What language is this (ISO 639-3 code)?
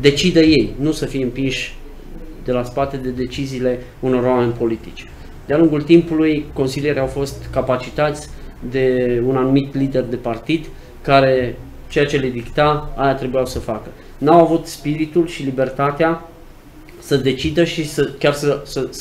ron